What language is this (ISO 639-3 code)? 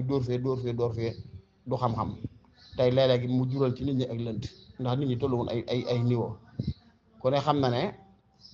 wol